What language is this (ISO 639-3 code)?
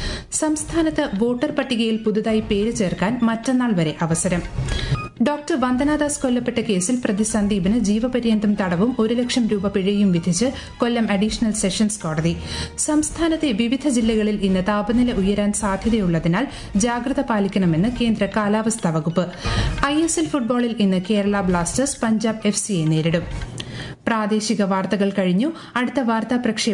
mal